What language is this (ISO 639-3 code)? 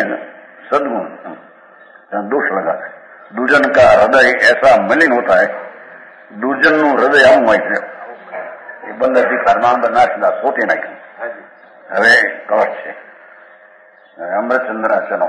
guj